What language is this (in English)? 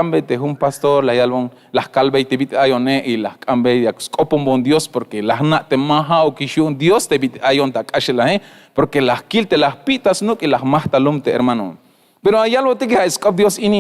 Tzeltal